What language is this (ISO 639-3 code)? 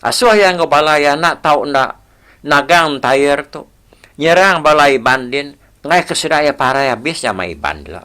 iba